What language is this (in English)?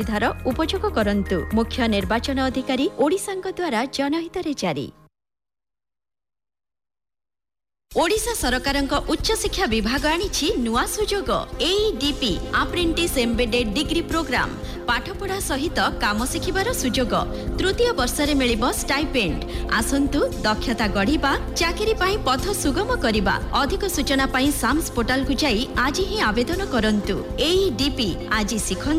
Odia